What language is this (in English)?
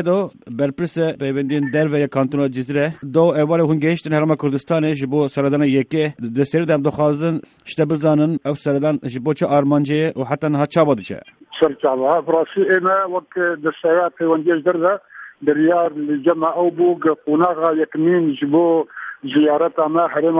Kurdish